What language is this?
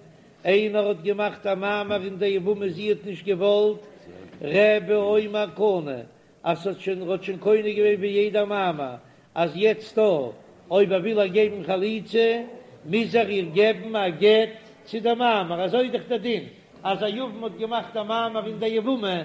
Yiddish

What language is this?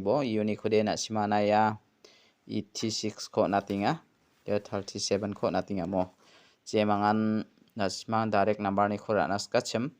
Garo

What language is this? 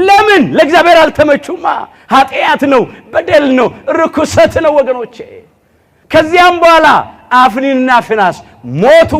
Amharic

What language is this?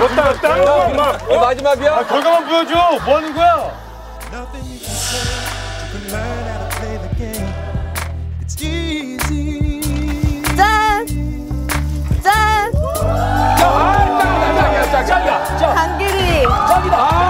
Korean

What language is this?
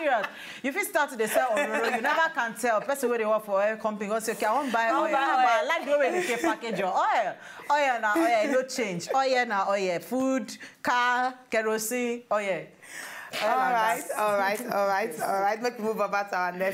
Nigerian Pidgin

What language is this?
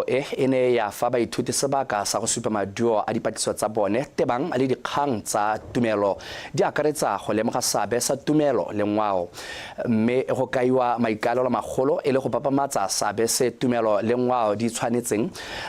Tswana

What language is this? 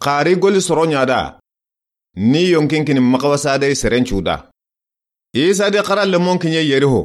Soninke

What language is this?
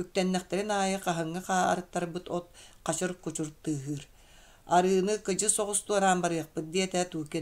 Yakut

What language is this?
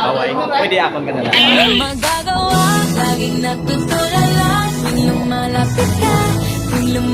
Hiligaynon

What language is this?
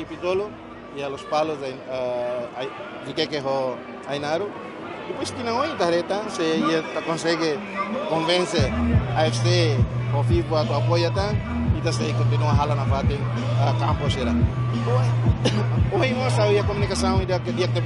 Tetum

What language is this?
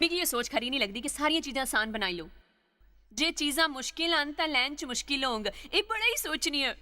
Dogri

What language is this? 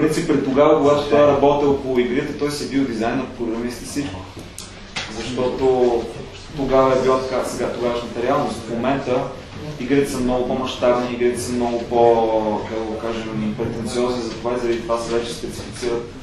Bulgarian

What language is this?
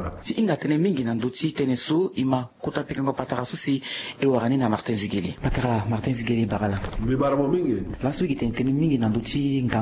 Sango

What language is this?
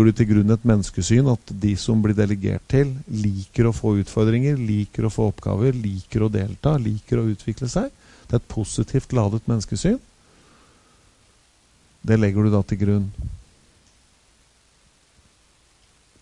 Norwegian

